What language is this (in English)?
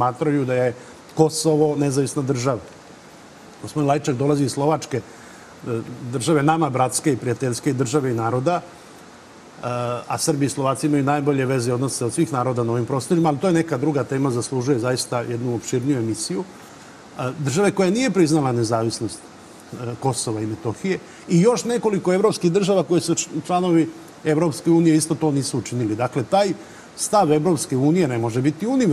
Serbian